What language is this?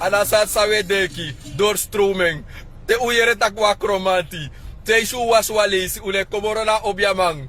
Sranan Tongo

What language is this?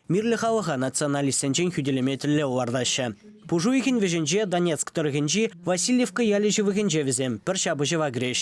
Chuvash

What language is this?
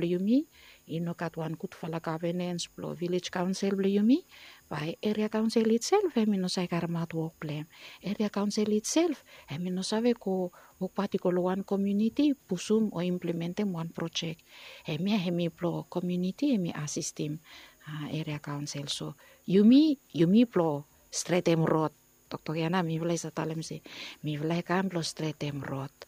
Bislama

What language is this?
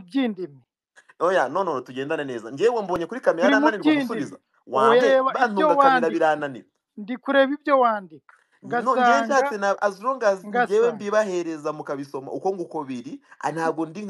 Kinyarwanda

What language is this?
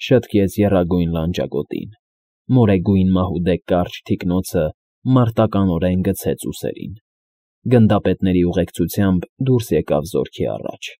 Armenian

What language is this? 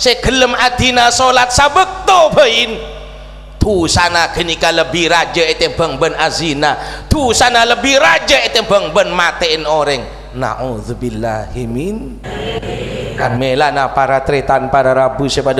Madurese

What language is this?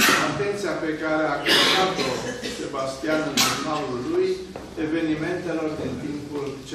Romanian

